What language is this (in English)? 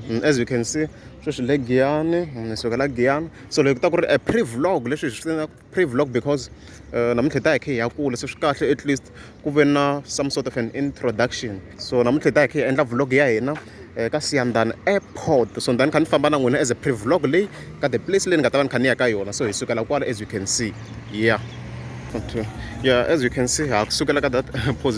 Tsonga